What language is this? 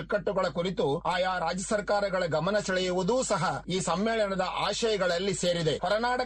Kannada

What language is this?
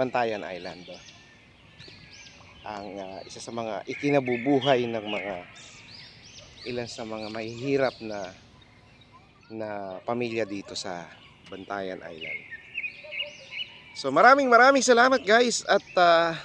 Filipino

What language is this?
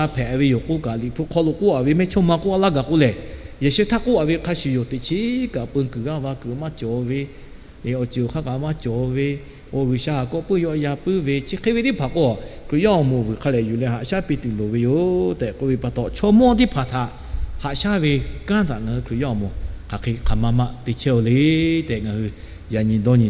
Lahu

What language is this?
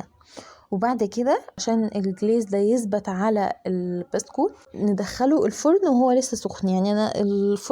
Egyptian Arabic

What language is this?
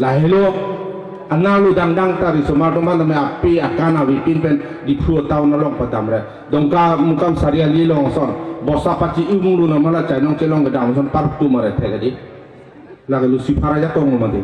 Karbi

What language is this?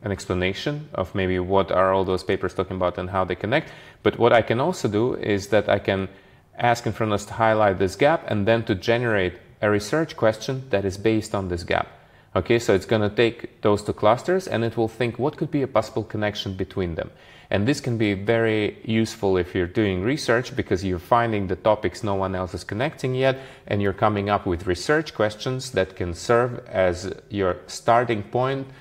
English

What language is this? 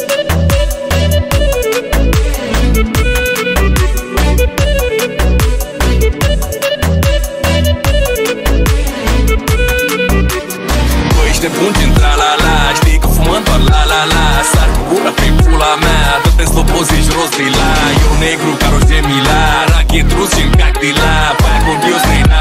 Romanian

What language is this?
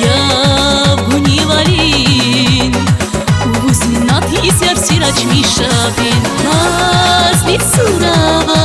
Tabassaran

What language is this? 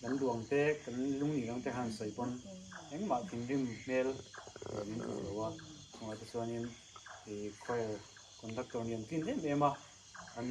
Mizo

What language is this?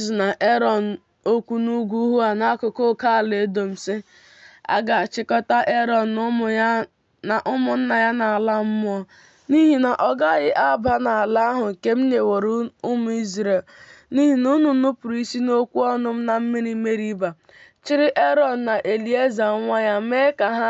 Igbo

